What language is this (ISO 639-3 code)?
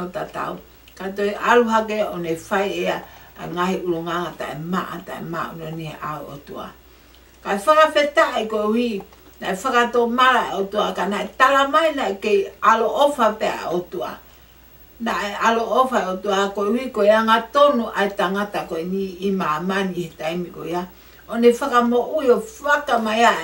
ton